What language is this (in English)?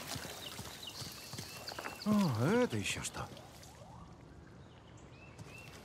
Russian